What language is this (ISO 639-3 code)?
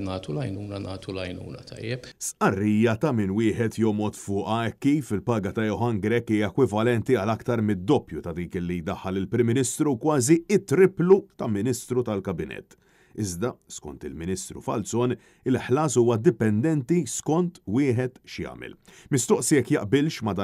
mlt